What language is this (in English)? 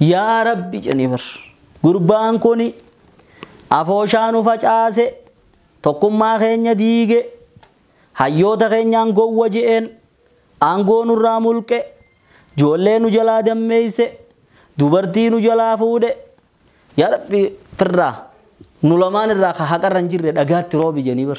Oromo